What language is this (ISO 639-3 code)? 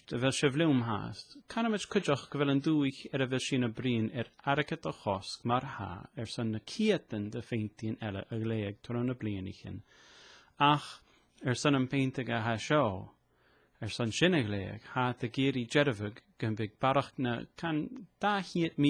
gla